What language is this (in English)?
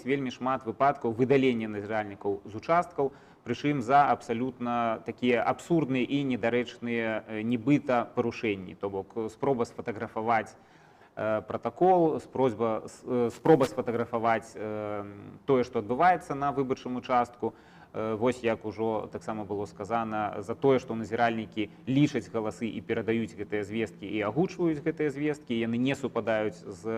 Belarusian